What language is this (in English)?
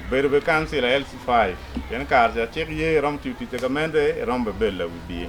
Acoli